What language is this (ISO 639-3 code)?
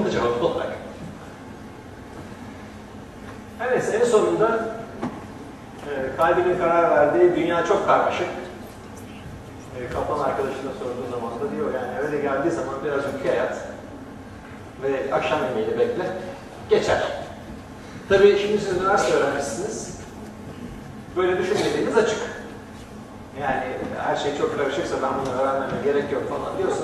tur